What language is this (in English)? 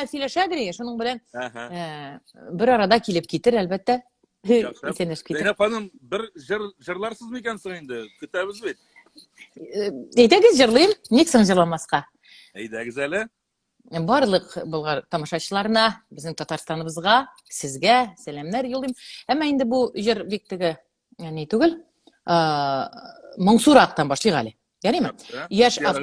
Tatar